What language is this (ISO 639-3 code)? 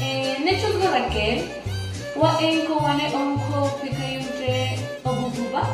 maz